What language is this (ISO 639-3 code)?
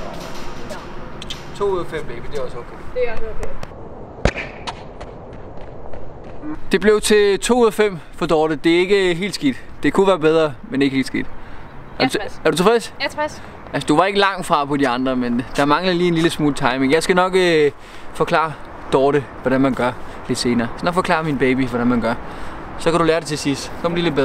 dan